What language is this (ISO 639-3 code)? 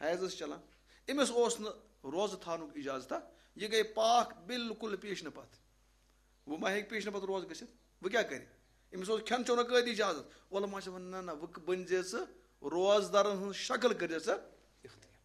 kas